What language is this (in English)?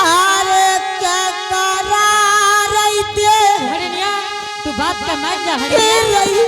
Angika